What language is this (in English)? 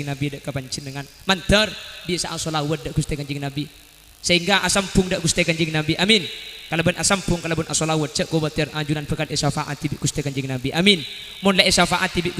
Madurese